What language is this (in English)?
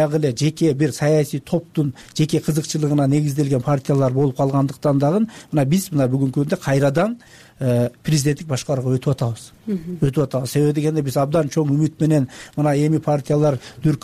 Kyrgyz